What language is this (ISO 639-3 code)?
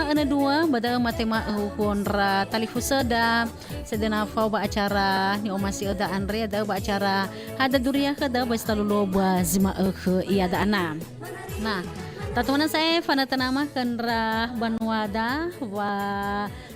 nia